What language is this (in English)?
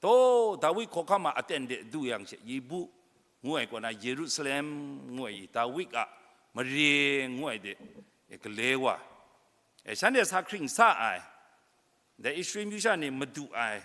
Kachin